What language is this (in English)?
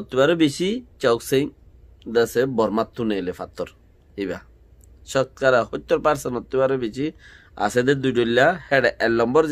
Rohingya